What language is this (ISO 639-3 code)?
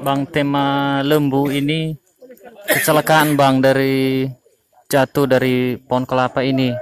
nia